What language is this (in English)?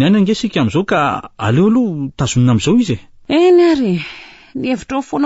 Malagasy